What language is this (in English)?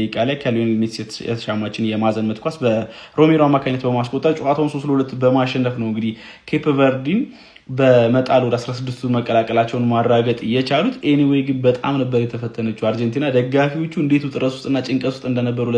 Amharic